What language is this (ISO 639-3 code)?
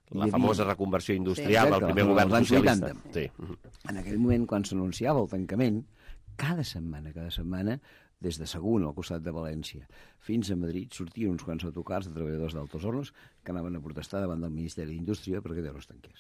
cat